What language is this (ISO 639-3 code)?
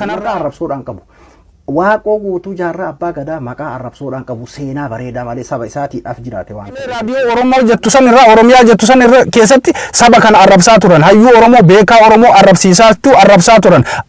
orm